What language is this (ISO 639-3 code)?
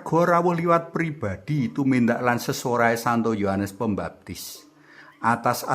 jav